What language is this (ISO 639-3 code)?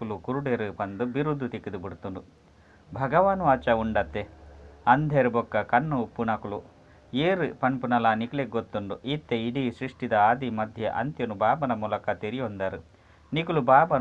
tcy